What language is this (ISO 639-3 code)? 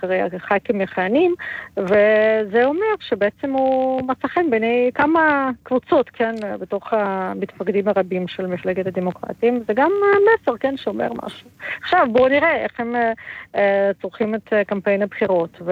heb